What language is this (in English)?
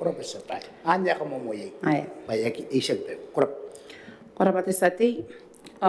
Gilbertese